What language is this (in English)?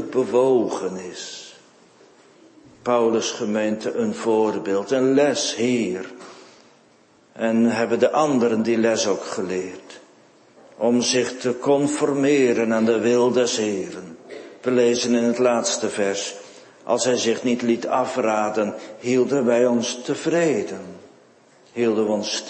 Dutch